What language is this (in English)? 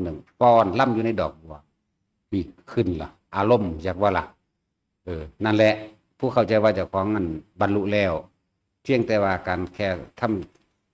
Northeastern Thai